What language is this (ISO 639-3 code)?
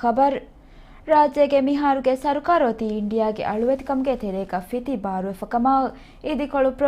div